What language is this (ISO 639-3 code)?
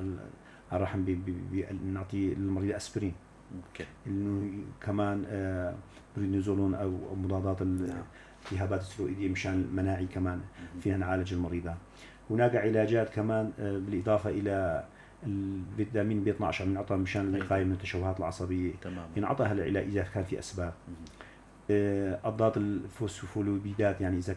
apc